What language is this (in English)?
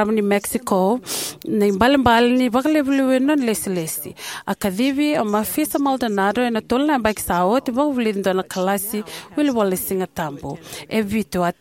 Fijian